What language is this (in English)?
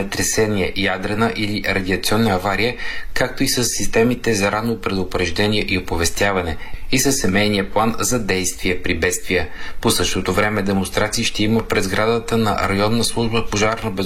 Bulgarian